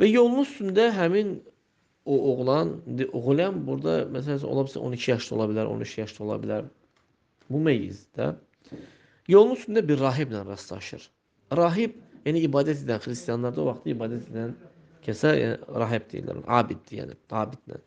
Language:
Azerbaijani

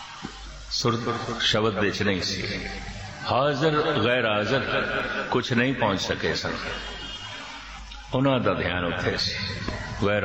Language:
Punjabi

